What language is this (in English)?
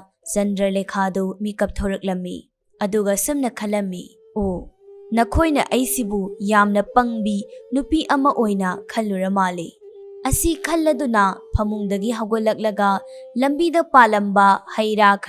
Manipuri